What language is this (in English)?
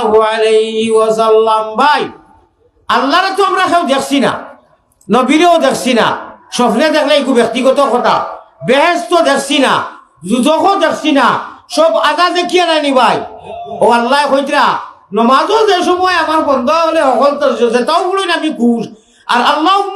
Sylheti